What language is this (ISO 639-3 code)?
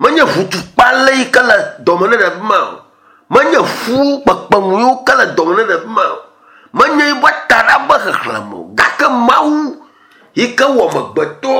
ewe